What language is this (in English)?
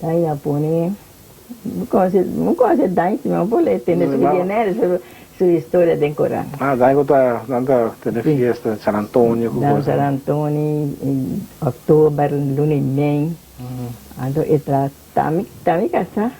Papiamento